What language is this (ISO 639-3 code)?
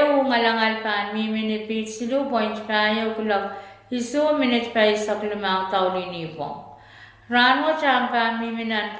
pon